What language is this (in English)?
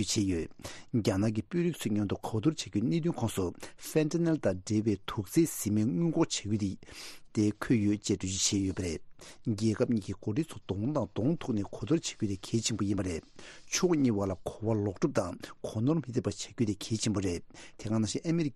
Tibetan